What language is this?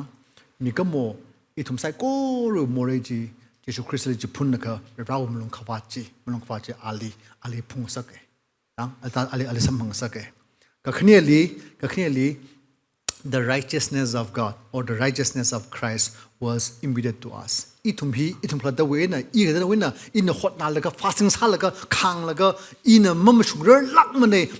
Tangkhul Naga (India)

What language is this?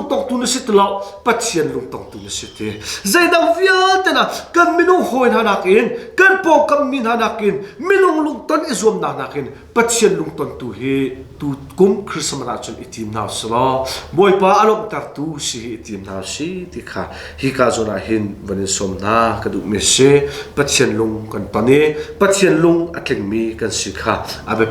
Hakha Chin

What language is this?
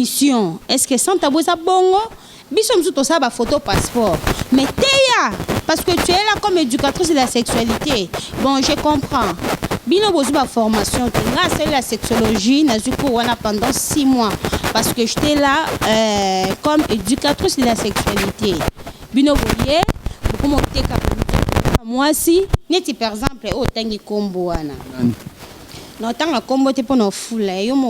Lingala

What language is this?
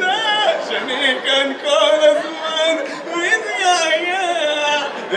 Hebrew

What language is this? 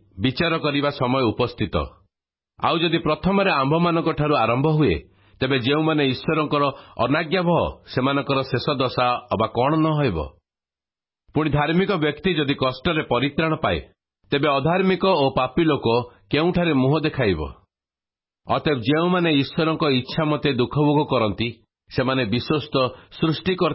Odia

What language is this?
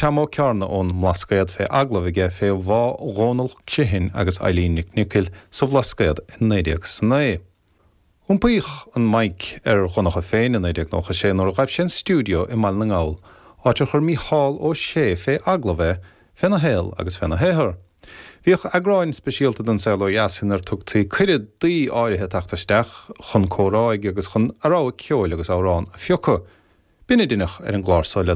Irish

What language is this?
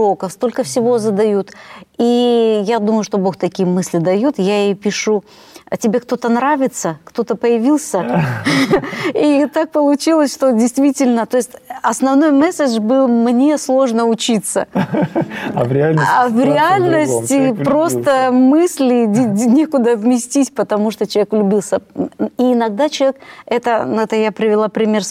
Russian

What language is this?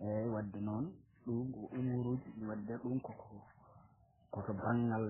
Fula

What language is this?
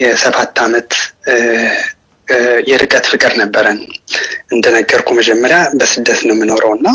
Amharic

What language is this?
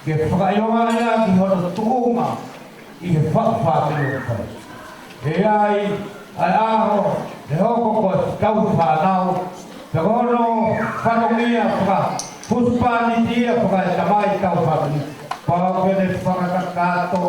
Tongan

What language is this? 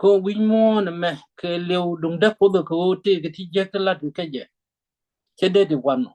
Nuer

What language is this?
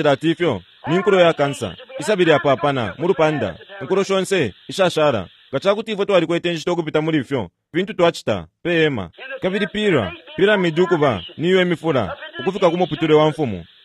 Bemba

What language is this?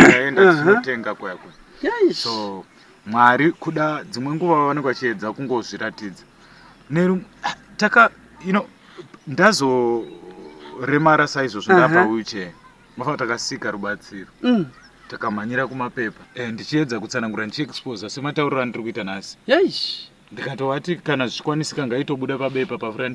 Shona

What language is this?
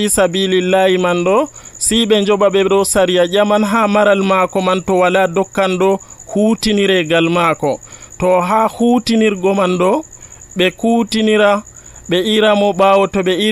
Nigerian Fulfulde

